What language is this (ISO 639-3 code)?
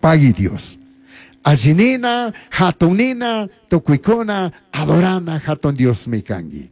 qug